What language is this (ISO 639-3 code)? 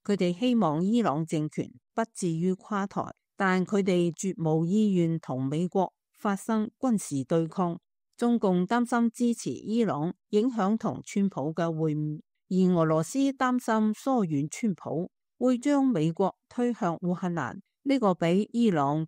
yue